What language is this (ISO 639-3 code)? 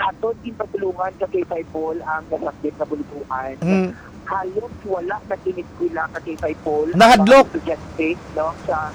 hil